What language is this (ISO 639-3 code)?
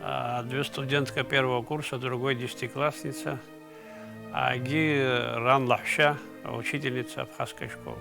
abk